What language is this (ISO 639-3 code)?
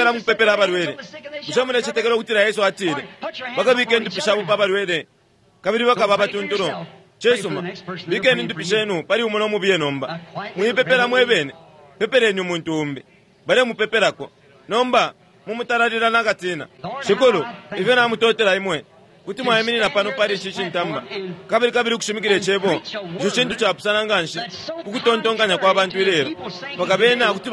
bem